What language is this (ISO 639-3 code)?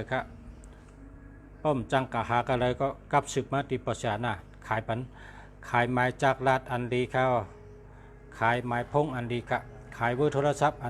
shn